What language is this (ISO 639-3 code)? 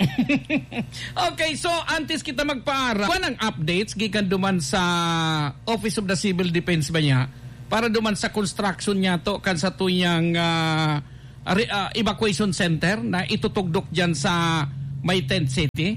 bik